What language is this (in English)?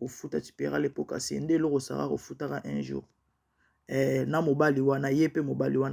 Lingala